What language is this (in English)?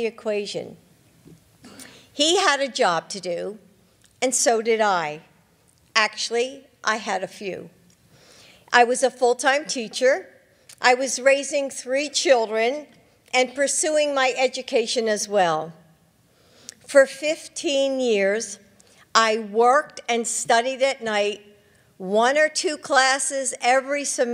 English